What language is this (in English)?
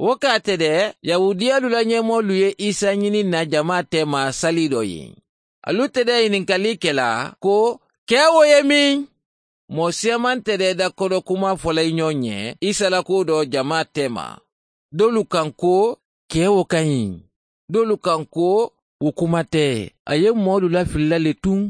Mandingo